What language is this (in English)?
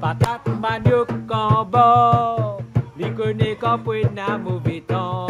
Réunion Creole French